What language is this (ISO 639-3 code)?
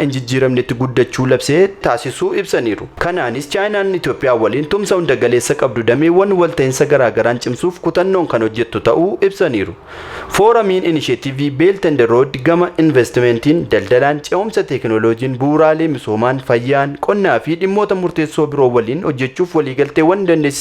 orm